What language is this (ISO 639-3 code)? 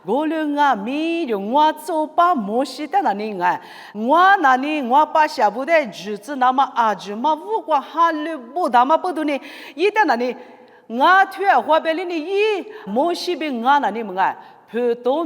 lis